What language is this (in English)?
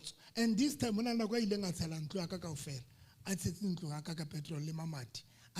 Southern Sotho